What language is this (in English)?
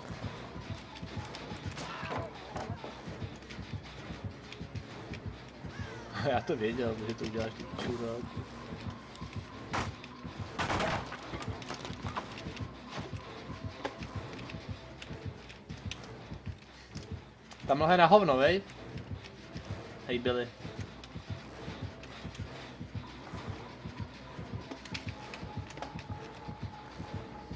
Czech